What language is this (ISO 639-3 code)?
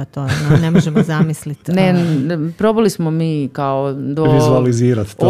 hrv